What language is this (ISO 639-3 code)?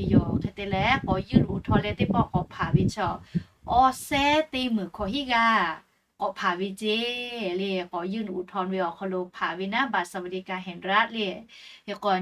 lhu